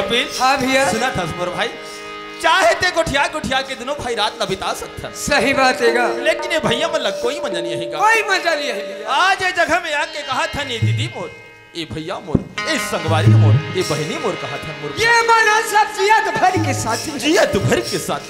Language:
Chhattisgarhi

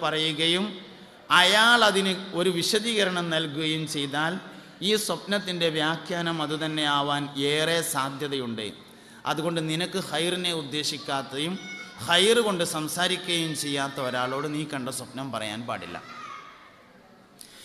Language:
Malayalam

